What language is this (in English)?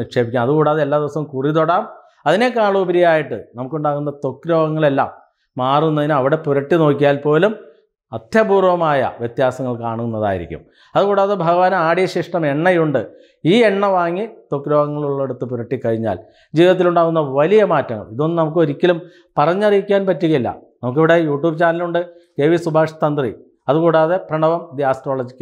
Malayalam